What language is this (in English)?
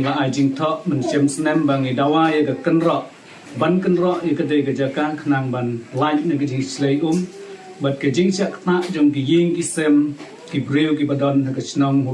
Khasi